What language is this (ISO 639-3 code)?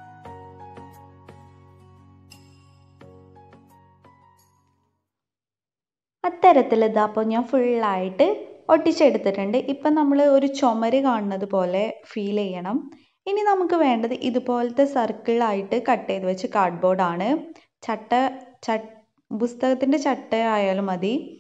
mal